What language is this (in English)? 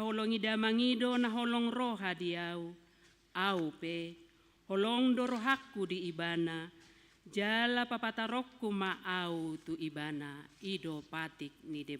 Batak Toba